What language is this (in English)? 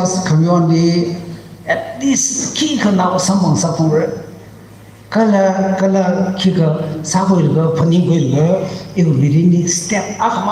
Tangkhul Naga (India)